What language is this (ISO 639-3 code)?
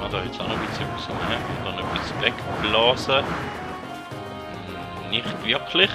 gsw